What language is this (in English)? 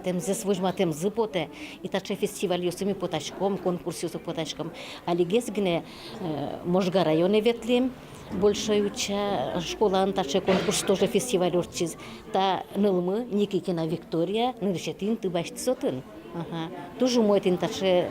Udmurt